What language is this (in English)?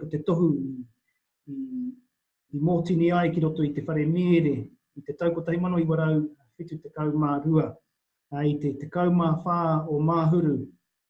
Māori